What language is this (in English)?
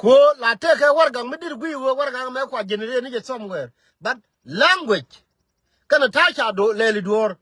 Nuer